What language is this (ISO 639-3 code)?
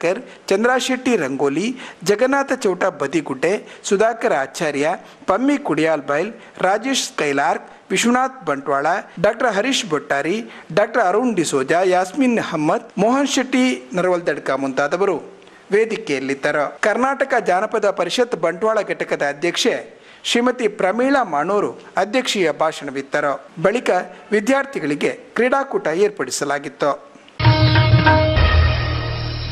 kan